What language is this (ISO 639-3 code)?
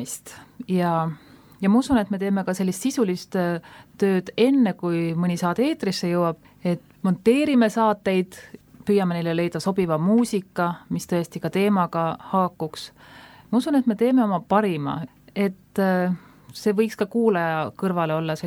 est